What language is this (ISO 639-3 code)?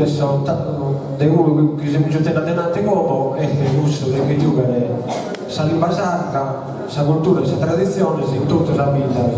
srd